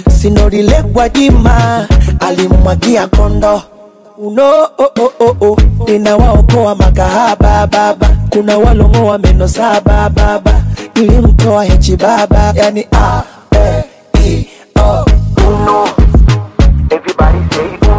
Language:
Swahili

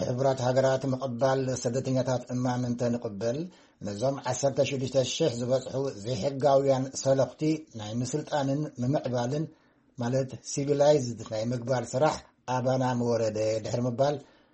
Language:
Tigrinya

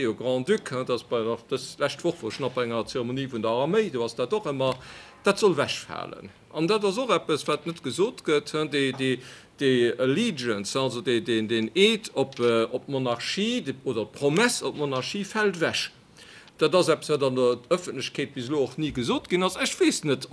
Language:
Luxembourgish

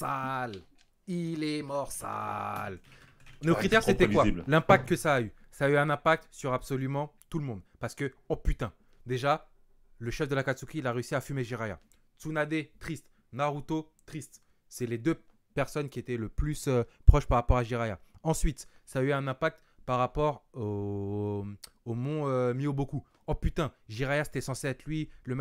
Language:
French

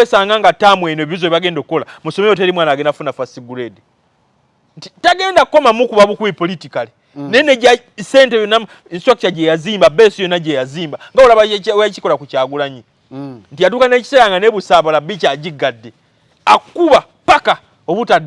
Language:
Ganda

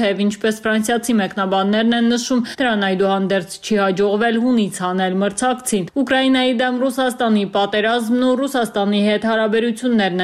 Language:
Armenian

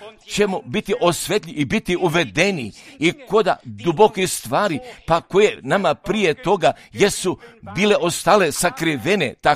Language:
Croatian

